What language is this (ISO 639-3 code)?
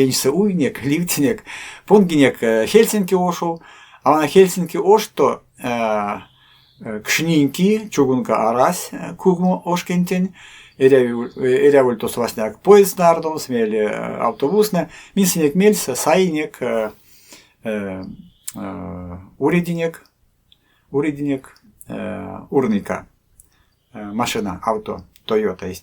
myv